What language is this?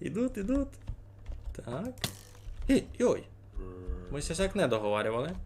Rusyn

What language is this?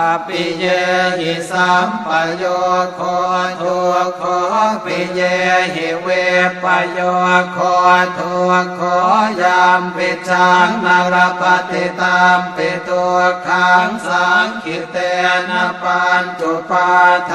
Pali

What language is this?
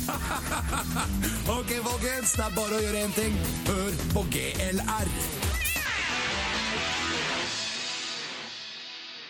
Norwegian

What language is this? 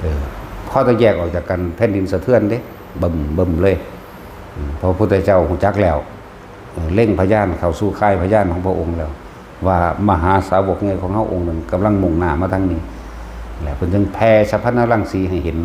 Northeastern Thai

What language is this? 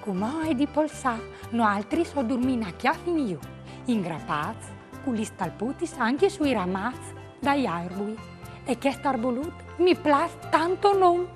Friulian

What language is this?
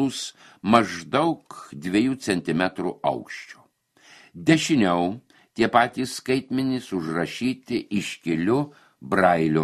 Lithuanian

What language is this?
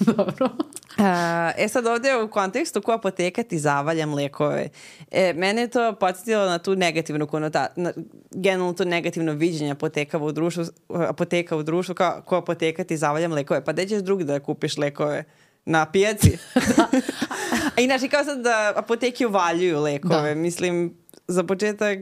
Serbian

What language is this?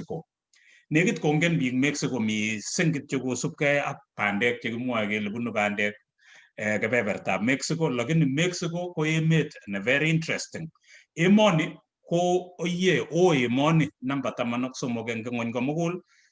Kalenjin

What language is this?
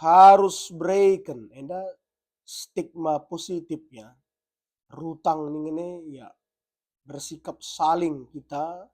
Batak Karo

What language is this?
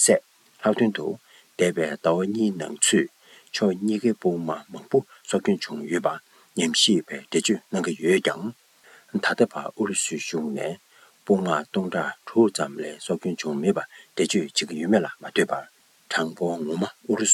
Tibetan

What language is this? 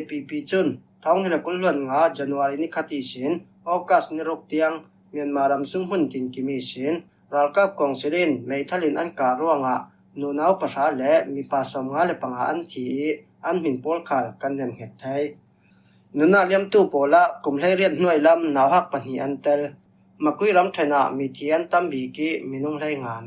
Falam Chin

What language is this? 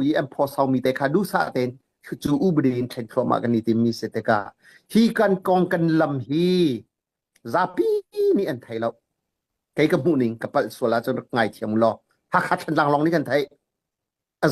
Hakha Chin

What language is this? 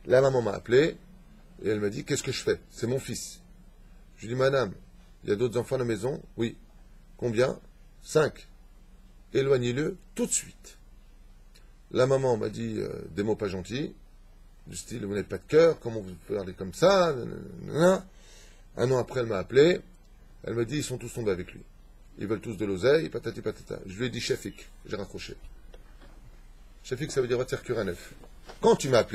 French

